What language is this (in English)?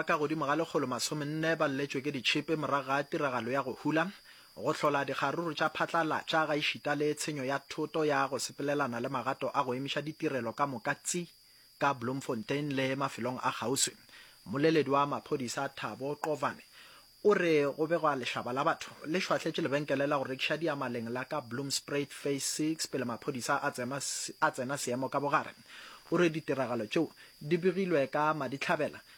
Northern Sotho